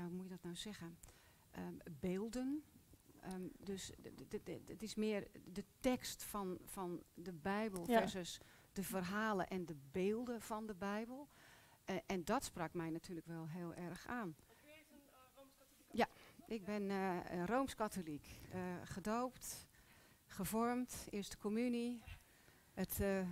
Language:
Dutch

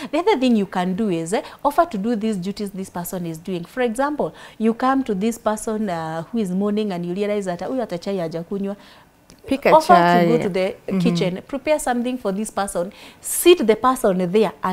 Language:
English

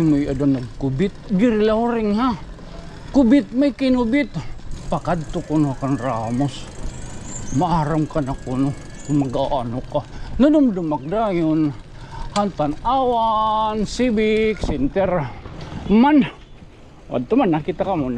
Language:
Waray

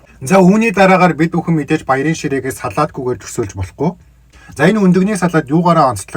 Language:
Mongolian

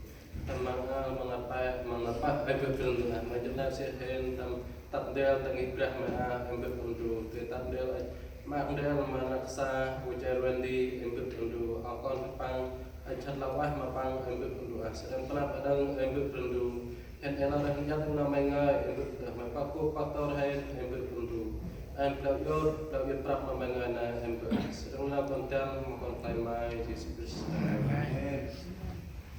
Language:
Central Mnong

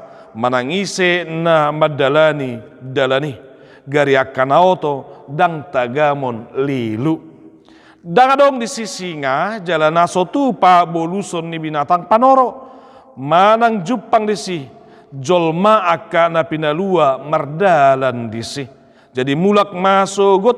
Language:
Batak Toba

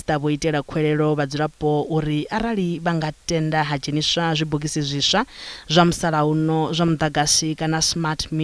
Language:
Venda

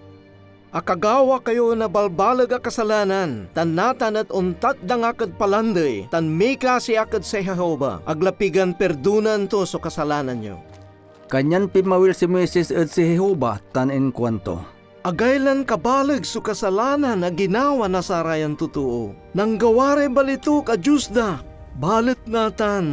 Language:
Pangasinan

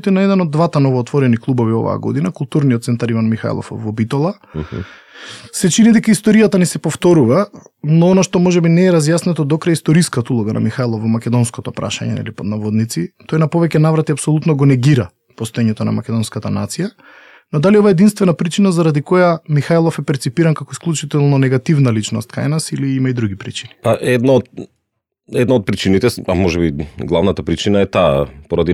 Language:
Macedonian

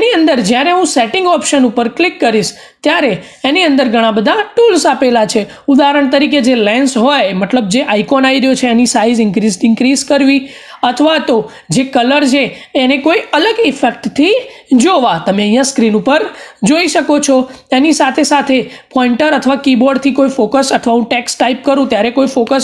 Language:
Gujarati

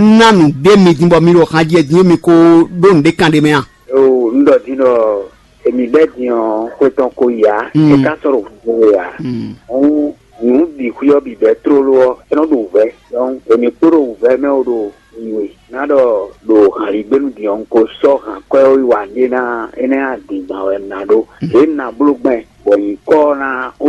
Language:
Fon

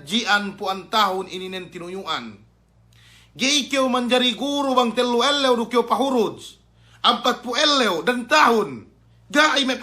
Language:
Yakan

